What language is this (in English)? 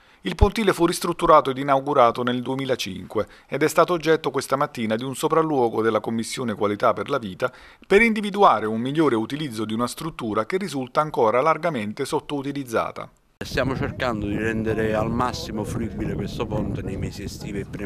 Italian